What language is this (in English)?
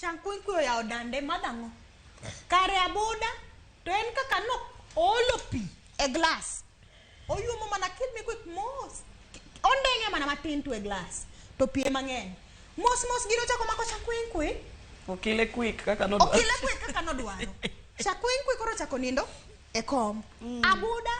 Luo (Kenya and Tanzania)